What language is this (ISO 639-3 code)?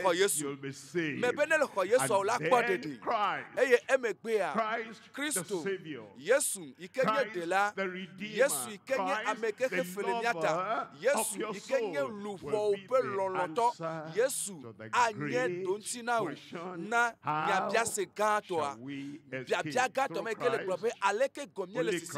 ewe